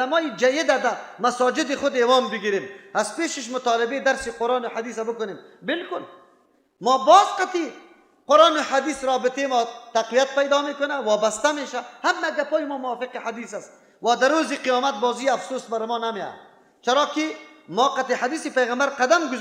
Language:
Persian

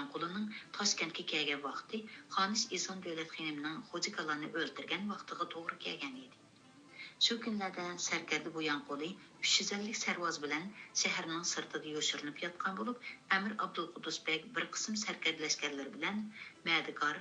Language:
Uyghur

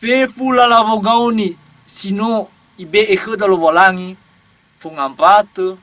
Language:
Nias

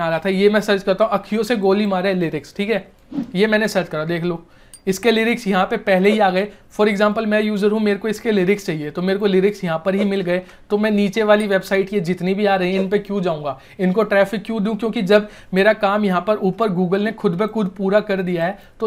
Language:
Hindi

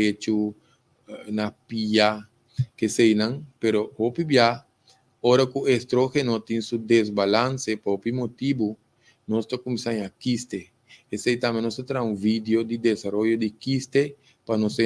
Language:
Papiamento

